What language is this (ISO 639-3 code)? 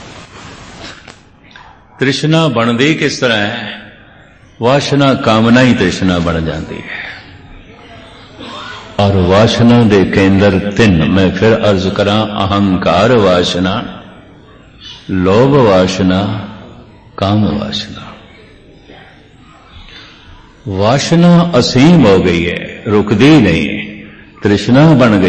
pan